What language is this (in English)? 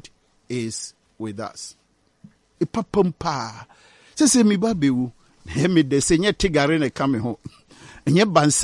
Akan